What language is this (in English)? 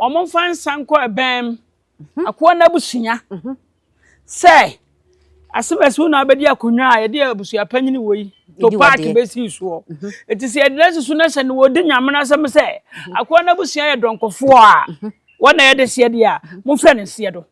Akan